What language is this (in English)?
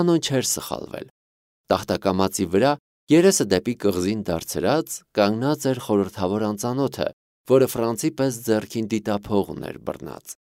Armenian